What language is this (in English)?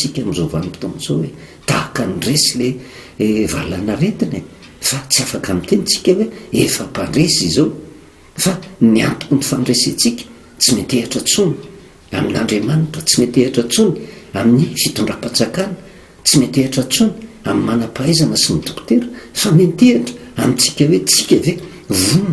Malagasy